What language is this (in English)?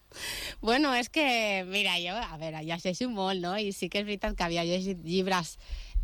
Catalan